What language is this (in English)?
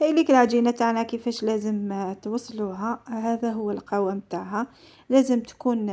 Algerian Arabic